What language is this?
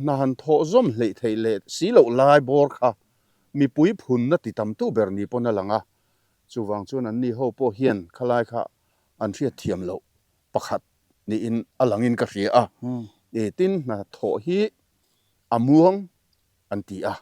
Mizo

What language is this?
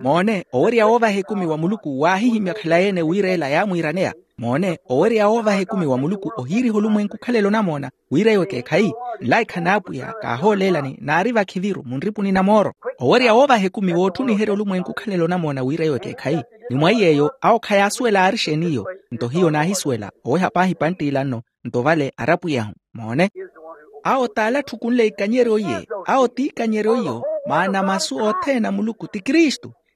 Makhuwa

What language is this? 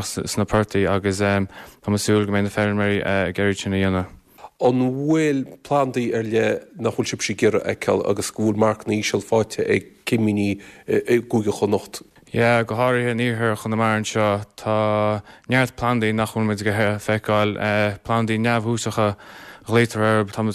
Irish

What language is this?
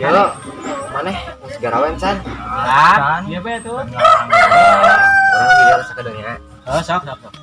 Sundanese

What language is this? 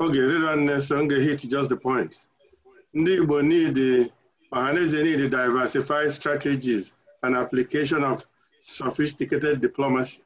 Igbo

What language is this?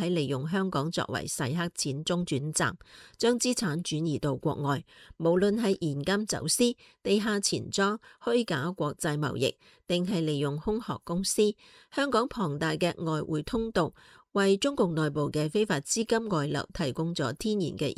Cantonese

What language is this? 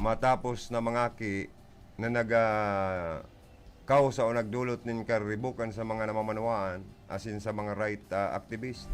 Bikol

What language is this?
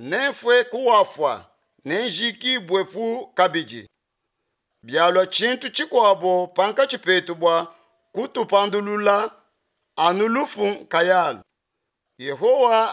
Luba-Lulua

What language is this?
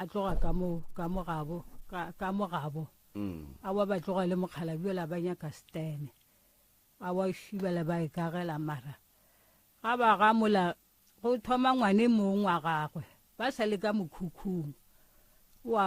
Northern Sotho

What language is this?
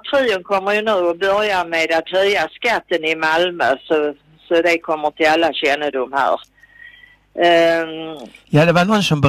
Swedish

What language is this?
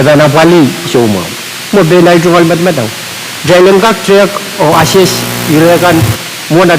Pohnpeian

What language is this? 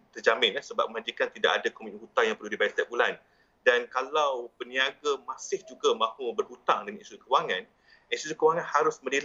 Malay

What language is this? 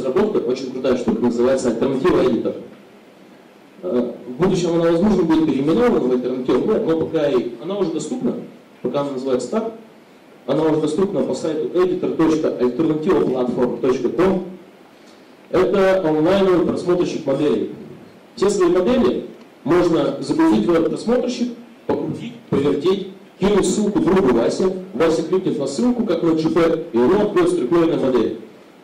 Russian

